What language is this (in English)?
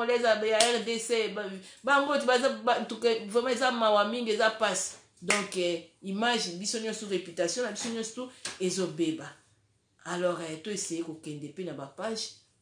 Lingala